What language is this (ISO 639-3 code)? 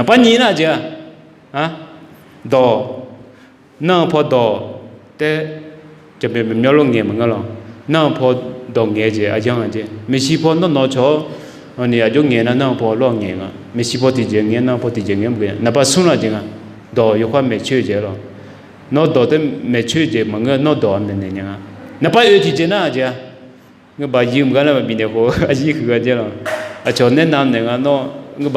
ahk